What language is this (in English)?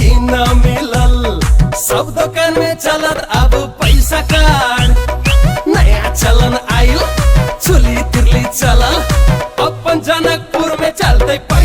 Maithili